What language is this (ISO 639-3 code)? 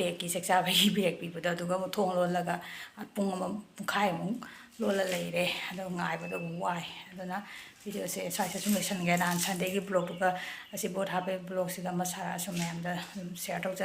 mni